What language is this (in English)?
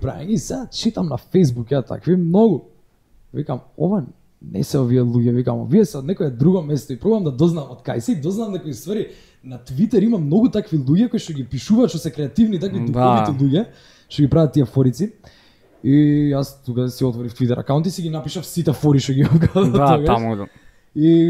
Macedonian